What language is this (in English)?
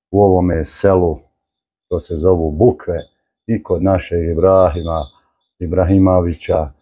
Bosnian